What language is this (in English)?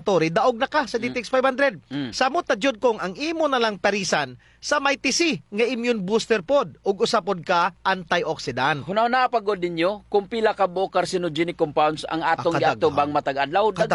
Cebuano